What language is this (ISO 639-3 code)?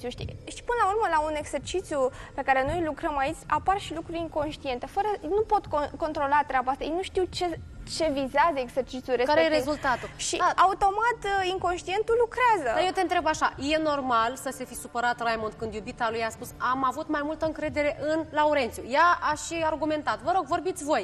ron